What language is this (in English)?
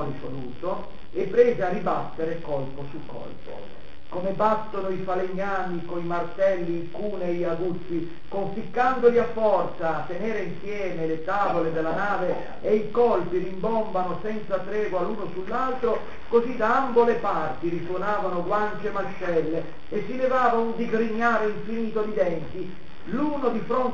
Italian